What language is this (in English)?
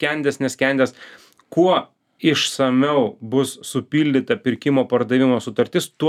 Lithuanian